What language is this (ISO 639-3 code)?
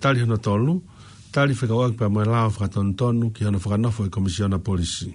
ton